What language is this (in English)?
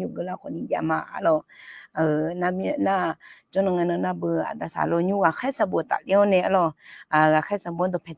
Akha